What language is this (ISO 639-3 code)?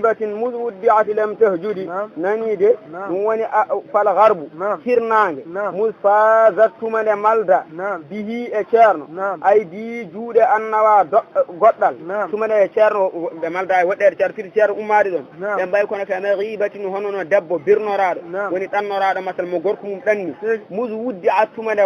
ful